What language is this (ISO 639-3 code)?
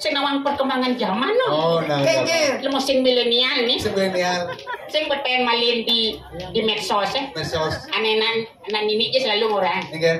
ban